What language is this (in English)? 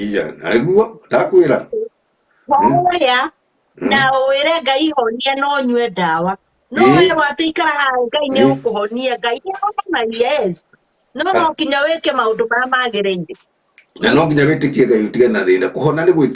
Kikuyu